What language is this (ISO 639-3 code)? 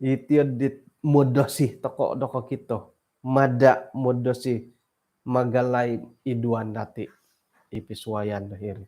dtp